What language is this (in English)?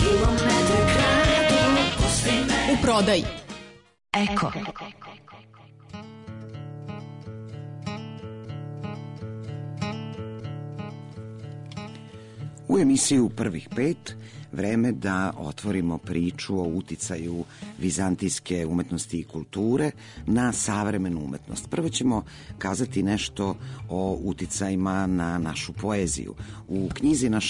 Serbian